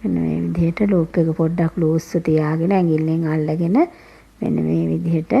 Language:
Sinhala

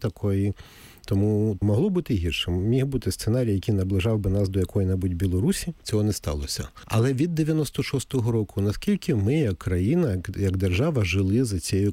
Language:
Ukrainian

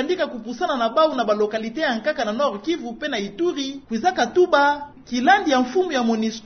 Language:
Kituba (Democratic Republic of Congo)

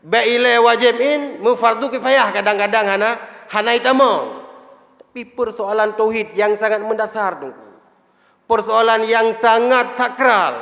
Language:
Achinese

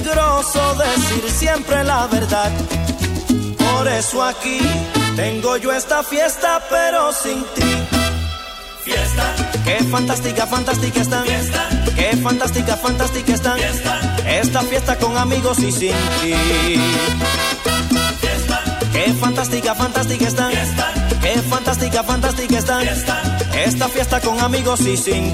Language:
Spanish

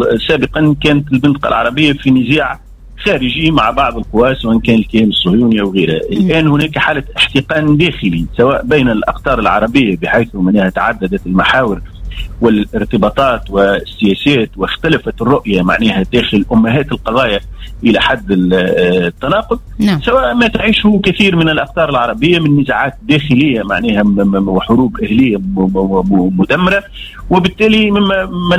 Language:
Tunisian Arabic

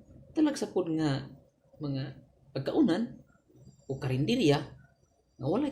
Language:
Cebuano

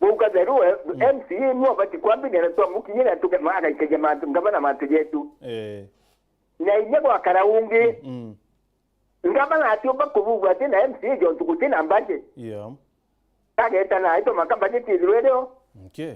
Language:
Meru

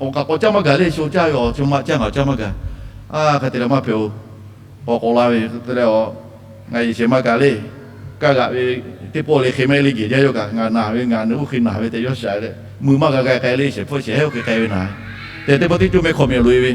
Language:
Lahu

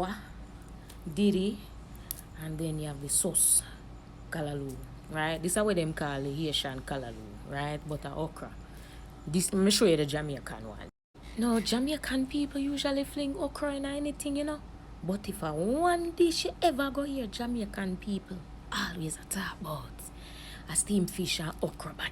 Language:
Jamaican Creole English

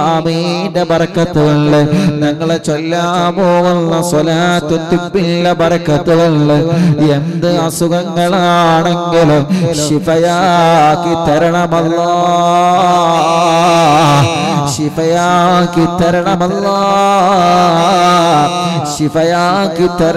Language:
Malayalam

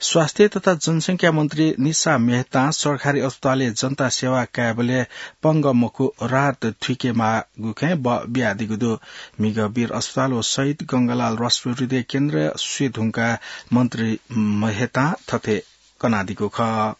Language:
Newari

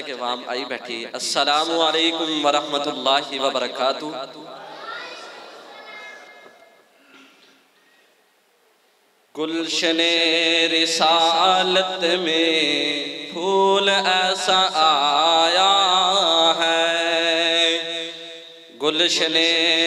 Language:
Urdu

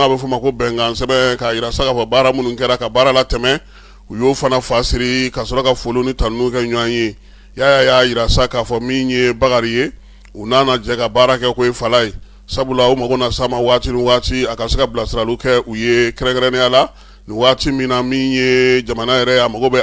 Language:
Bambara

